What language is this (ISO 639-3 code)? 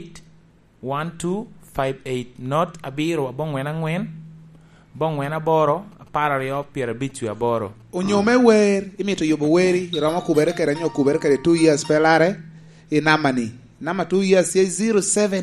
laj